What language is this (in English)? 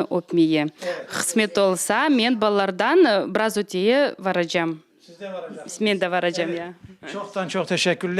Crimean Tatar